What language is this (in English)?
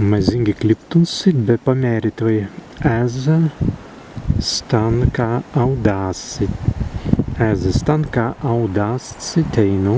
Prussian